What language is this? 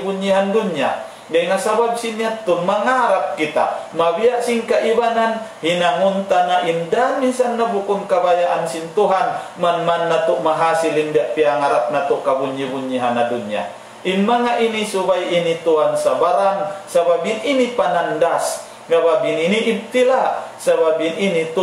Tausug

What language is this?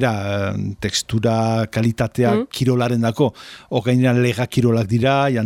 Basque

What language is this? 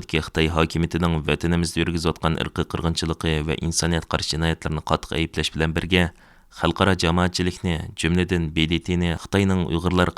Uyghur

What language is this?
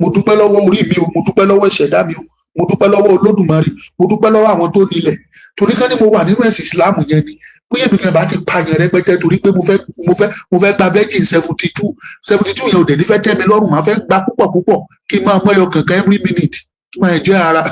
Yoruba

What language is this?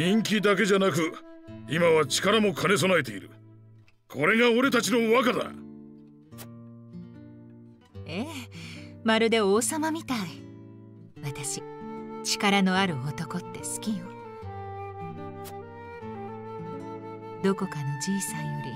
Japanese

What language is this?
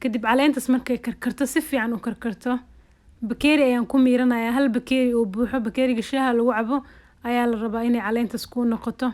Somali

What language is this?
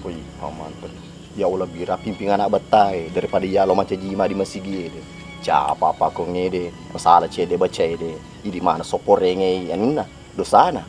Buginese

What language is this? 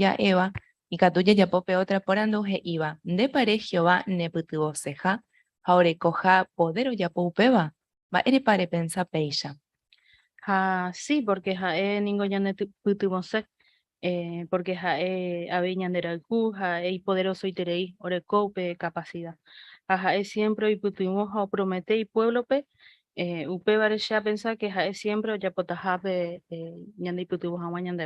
Guarani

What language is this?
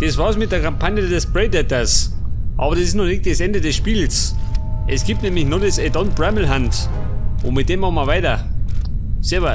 Bavarian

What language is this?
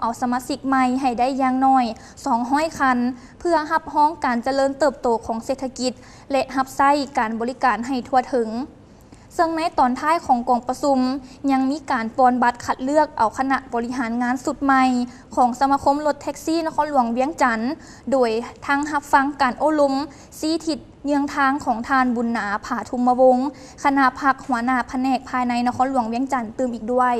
Lao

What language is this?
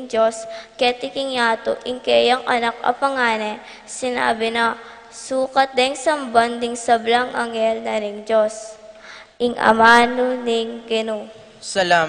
Pampanga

